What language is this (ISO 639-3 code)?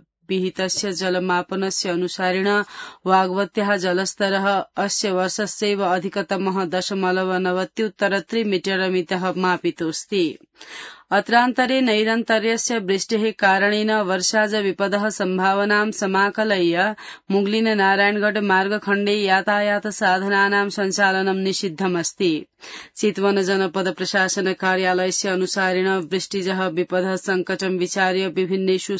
san